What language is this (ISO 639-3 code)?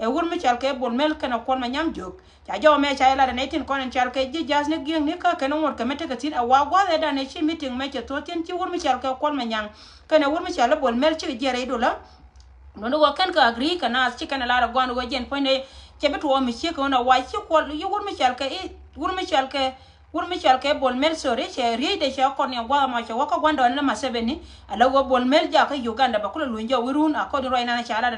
nus